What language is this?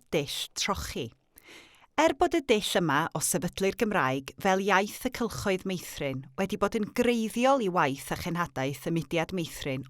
Welsh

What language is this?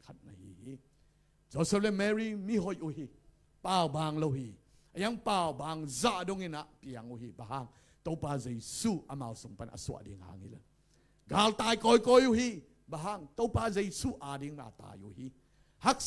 Tedim Chin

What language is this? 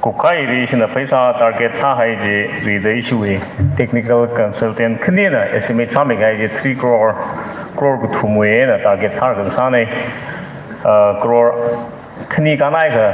Tangkhul Naga (India)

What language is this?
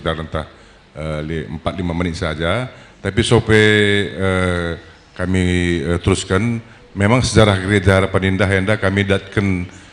Batak Karo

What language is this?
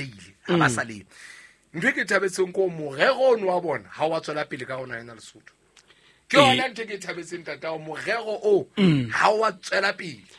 Southern Sotho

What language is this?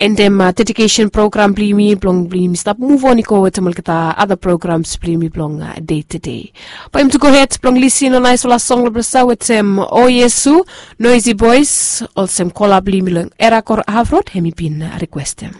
Bislama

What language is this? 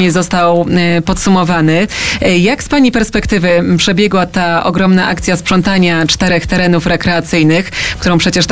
Polish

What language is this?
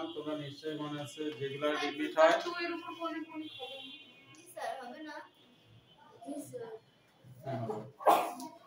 Bangla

